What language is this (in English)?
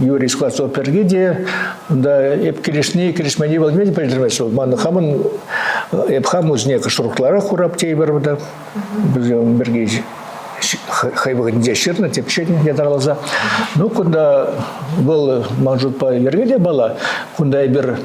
Chuvash